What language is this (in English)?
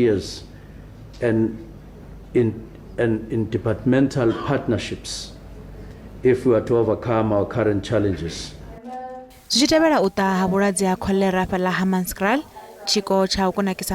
Venda